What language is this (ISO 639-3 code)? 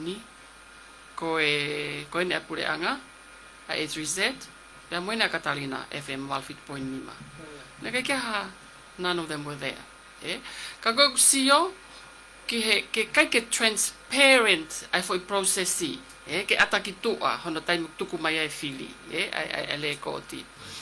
ton